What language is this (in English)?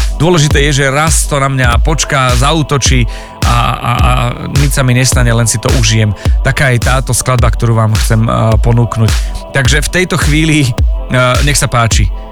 Slovak